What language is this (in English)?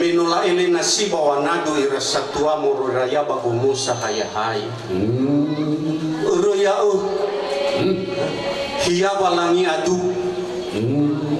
Nias